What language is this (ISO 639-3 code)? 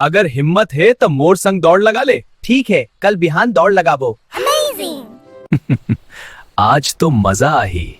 hne